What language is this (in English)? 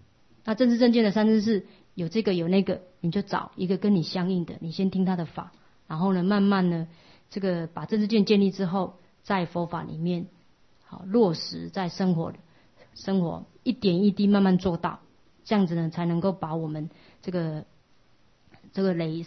Chinese